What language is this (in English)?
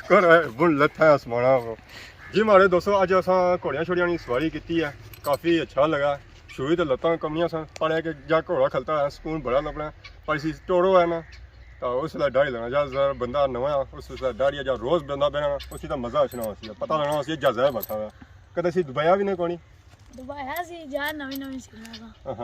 Pahari-Potwari